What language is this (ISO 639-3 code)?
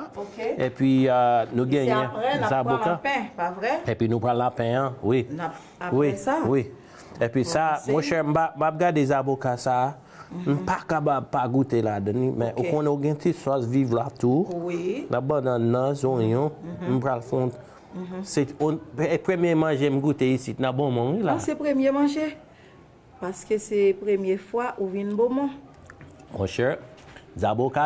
hat